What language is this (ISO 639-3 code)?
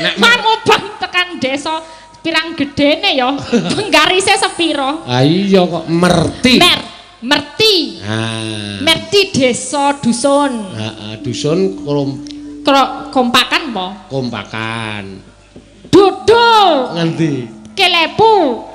jav